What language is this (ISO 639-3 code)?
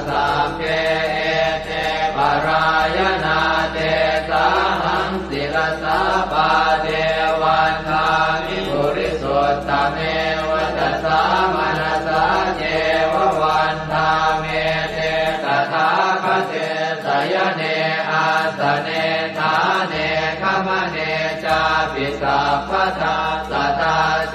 pli